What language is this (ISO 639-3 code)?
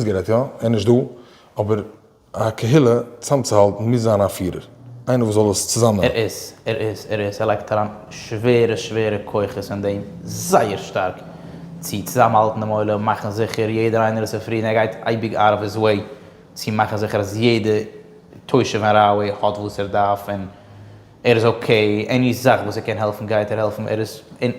yid